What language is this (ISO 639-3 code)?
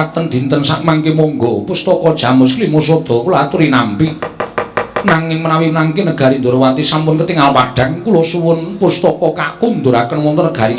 jav